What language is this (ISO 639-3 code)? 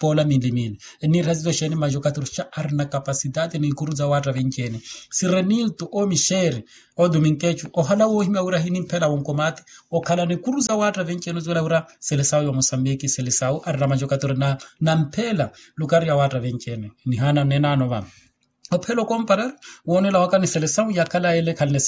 vmw